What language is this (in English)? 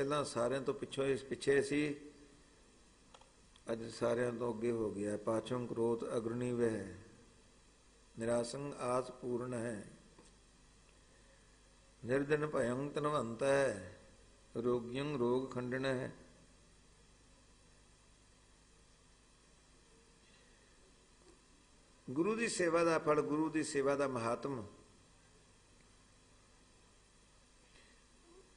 Punjabi